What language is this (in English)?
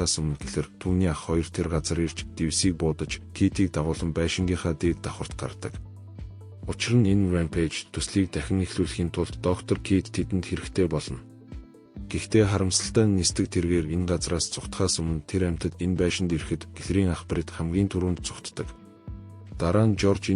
Mongolian